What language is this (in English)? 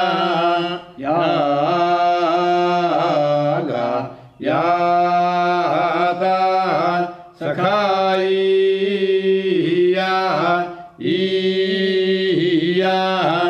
Sanskrit